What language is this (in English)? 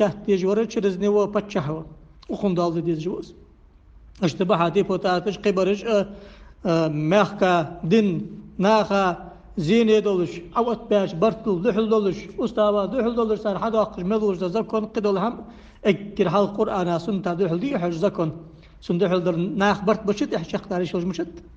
Ingush